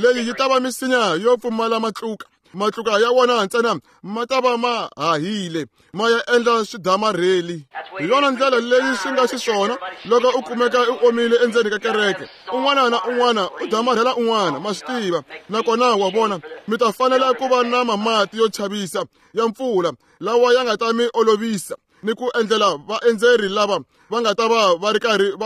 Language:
Tsonga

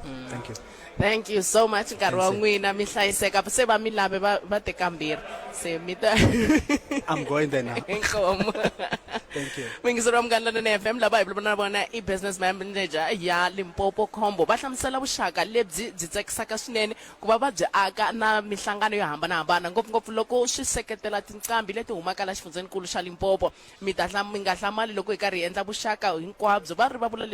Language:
Tsonga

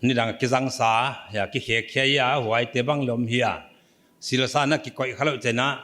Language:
Paite Chin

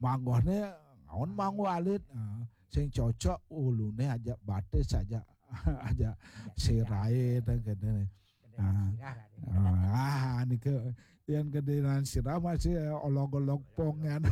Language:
Balinese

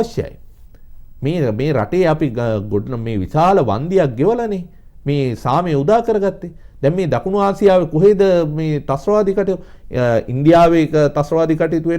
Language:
Sinhala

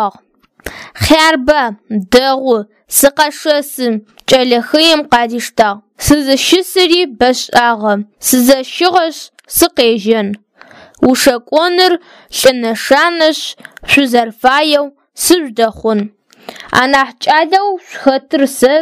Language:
Adyghe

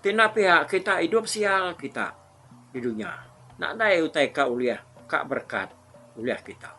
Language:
Iban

